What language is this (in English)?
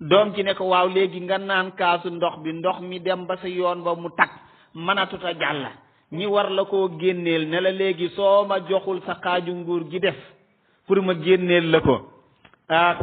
Wolof